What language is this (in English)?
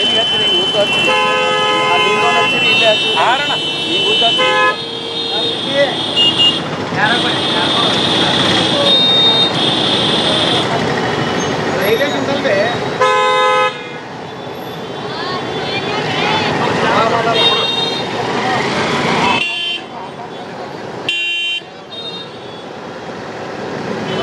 Kannada